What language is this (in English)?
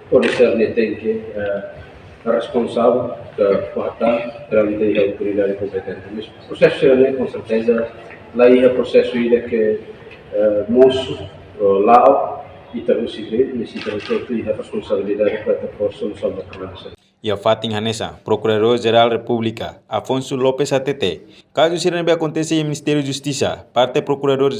Tetum